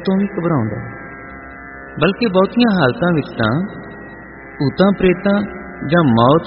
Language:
Punjabi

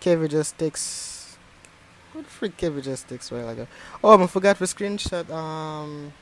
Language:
Jamaican Creole English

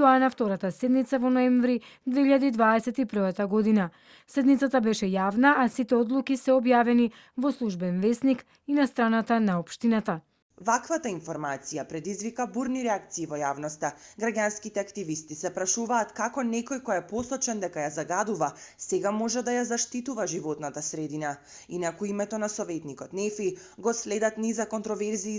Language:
Macedonian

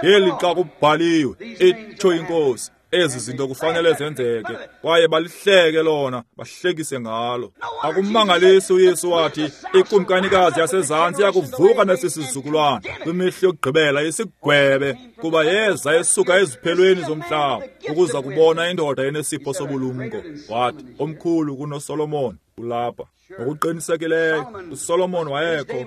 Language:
Xhosa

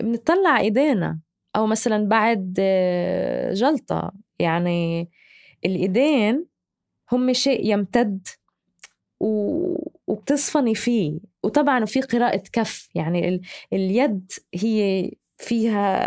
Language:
North Levantine Arabic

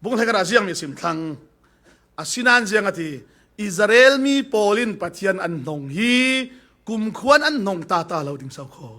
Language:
Falam Chin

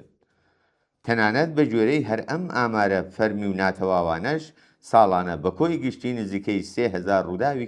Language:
Central Kurdish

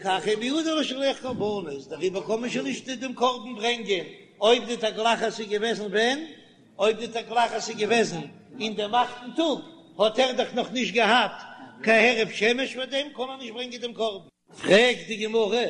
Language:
Yiddish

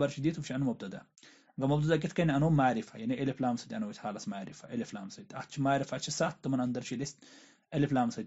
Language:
Kashmiri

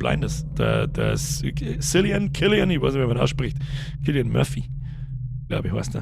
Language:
Bavarian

